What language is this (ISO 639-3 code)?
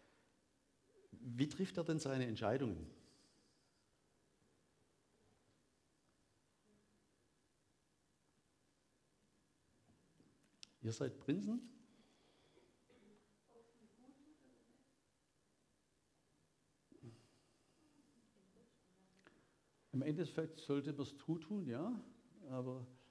deu